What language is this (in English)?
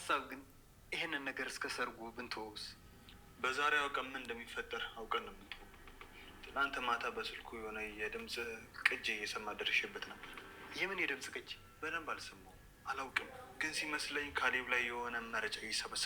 Amharic